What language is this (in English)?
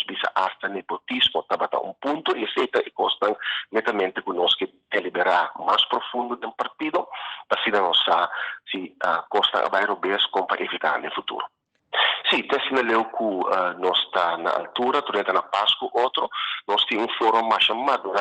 Papiamento